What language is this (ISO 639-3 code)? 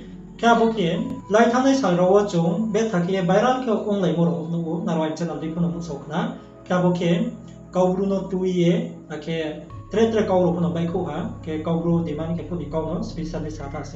ria